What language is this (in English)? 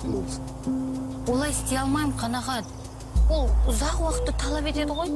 Kazakh